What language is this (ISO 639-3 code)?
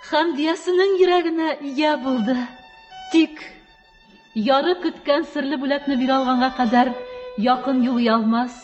tat